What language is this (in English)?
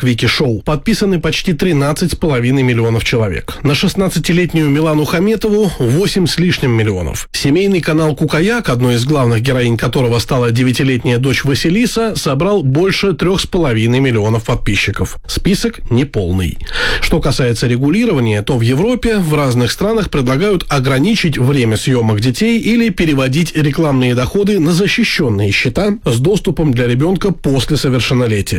Russian